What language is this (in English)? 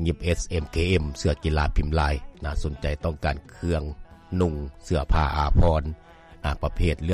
Lao